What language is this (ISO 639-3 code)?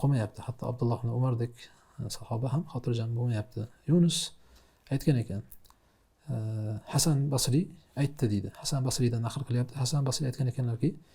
uzb